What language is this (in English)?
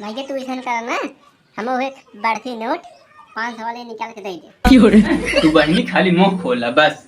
Awadhi